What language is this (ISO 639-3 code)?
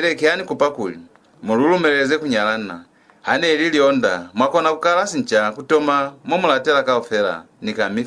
loz